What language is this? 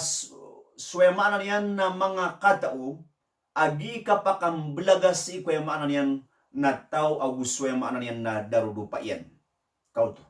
Maranao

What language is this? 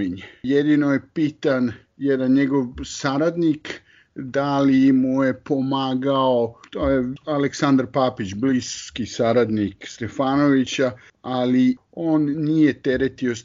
Serbian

